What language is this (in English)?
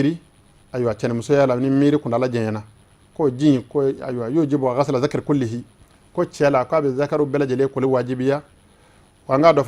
Bambara